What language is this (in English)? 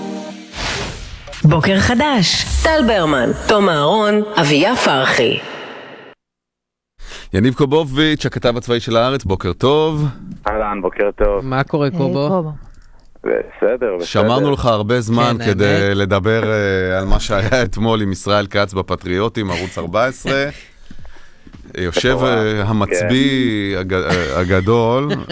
Hebrew